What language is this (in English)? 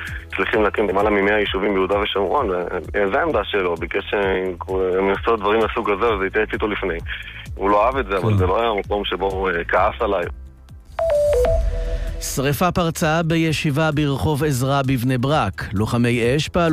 Hebrew